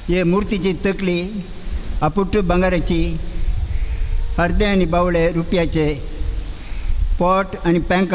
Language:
Konkani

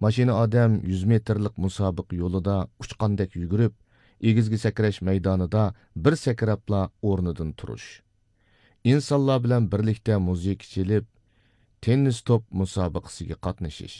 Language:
Uyghur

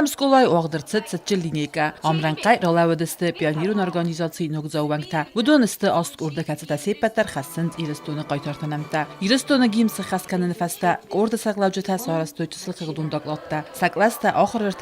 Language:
Ossetic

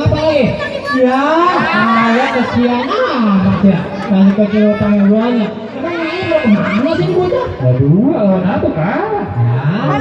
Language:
Betawi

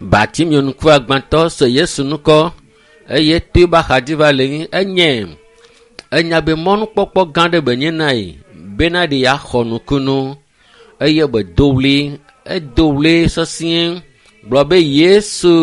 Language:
Ewe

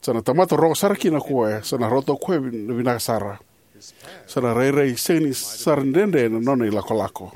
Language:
Fijian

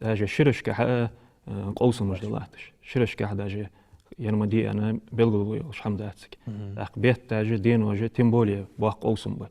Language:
Ingush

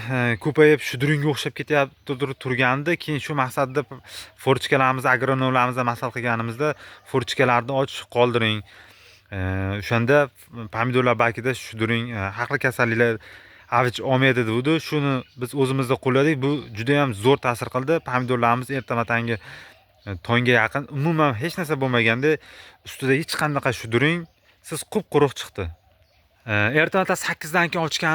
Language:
Uzbek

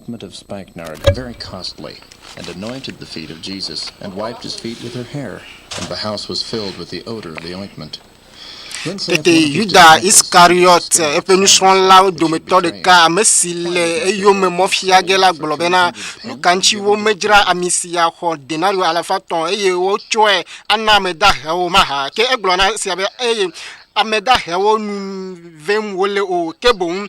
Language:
Ewe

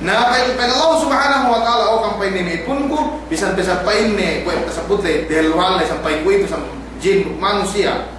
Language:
Yakan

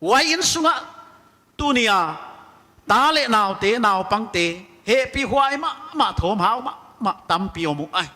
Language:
Paite Chin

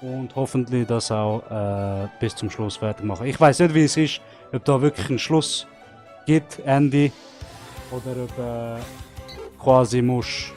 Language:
Swiss German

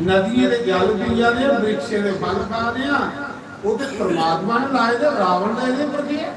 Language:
Dogri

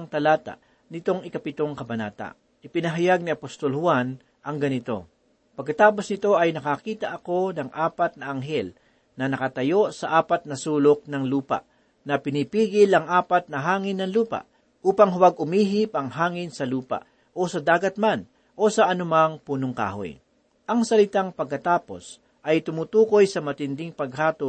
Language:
Filipino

